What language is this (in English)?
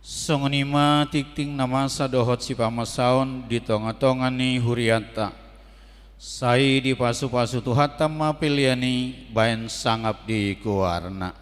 Batak Toba